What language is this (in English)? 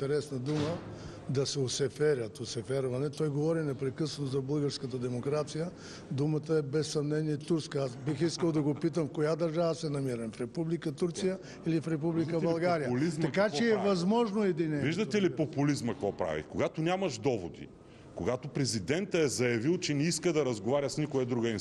Bulgarian